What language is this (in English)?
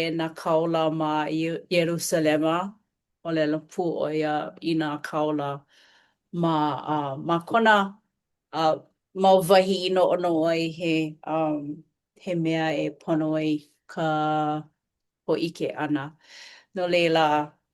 Hawaiian